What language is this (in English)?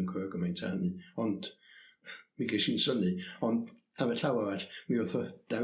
Welsh